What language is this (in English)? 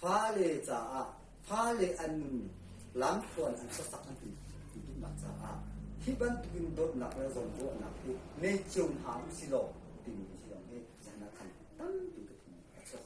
Hakha Chin